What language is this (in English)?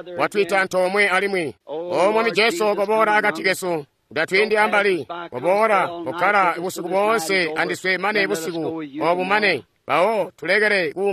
Tonga (Zambia)